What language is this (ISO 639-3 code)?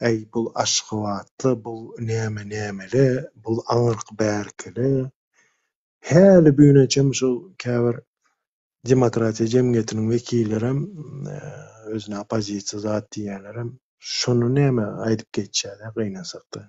tuk